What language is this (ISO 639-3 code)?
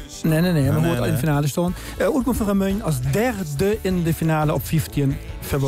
lim